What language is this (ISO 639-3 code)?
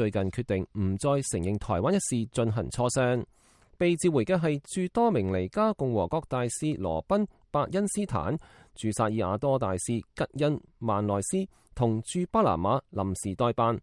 yue